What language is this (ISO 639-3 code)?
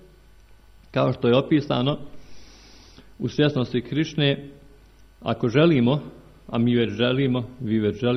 hrv